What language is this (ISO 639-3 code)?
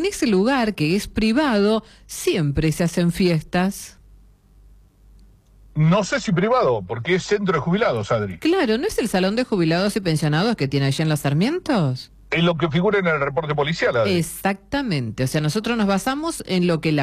spa